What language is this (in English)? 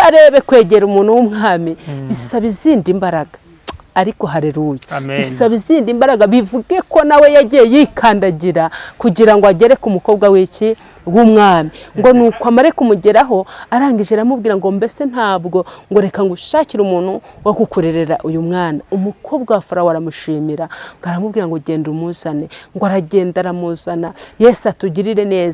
Kinyarwanda